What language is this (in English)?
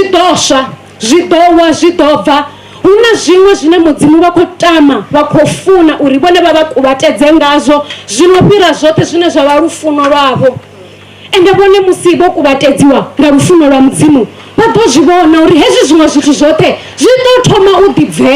Venda